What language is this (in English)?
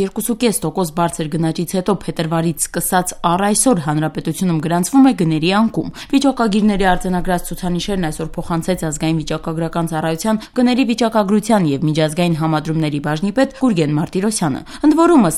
Armenian